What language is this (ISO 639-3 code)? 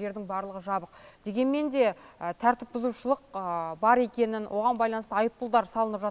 kaz